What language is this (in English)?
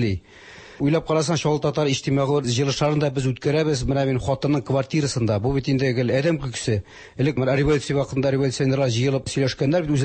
Tatar